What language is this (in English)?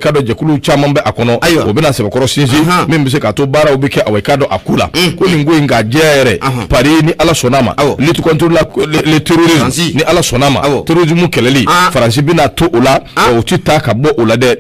Bambara